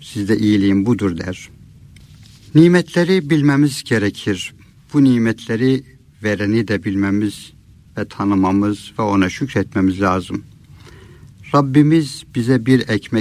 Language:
Turkish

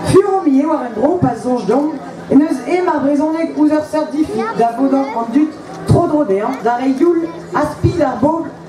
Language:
Breton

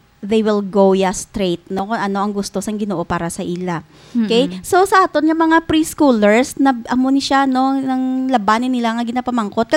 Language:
Hiligaynon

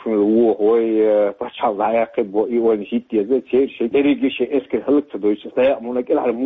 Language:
Chechen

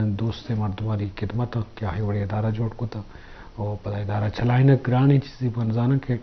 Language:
Eastern Balochi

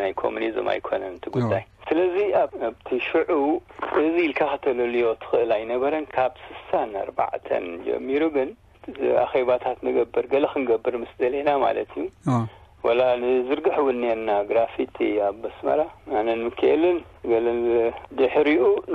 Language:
Tigrinya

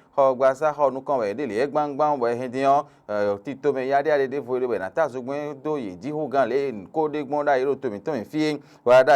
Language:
Fon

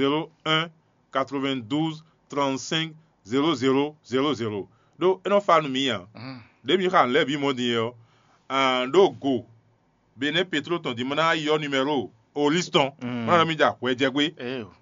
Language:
Fon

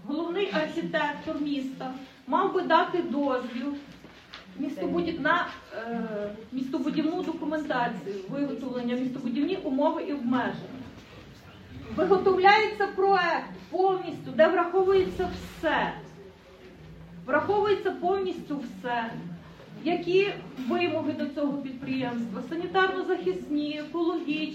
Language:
Ukrainian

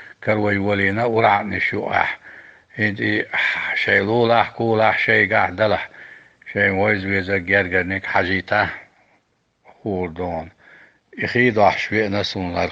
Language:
Chechen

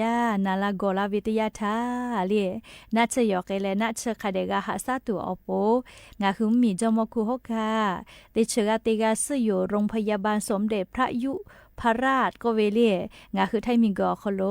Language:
Lahu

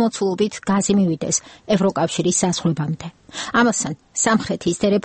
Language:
Georgian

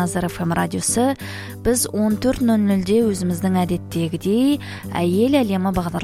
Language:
Kazakh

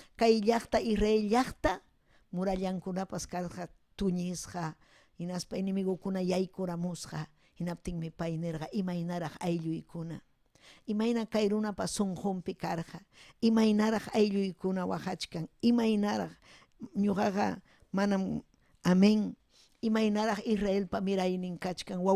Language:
Ayacucho Quechua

